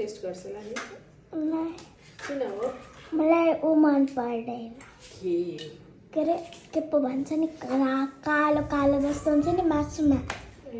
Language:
Nepali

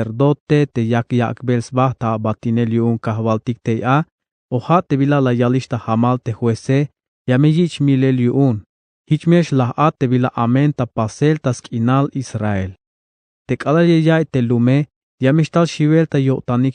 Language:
Tzeltal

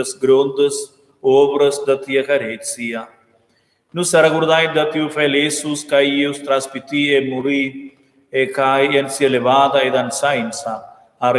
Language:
Romansh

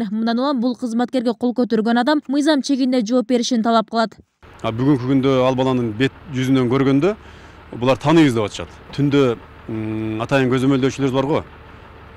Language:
Kyrgyz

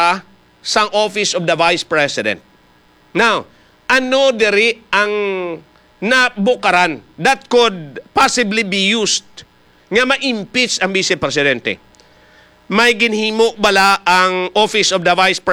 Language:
Hiligaynon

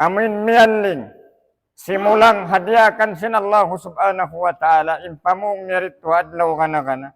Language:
Tausug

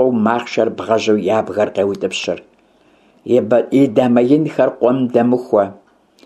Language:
Kabardian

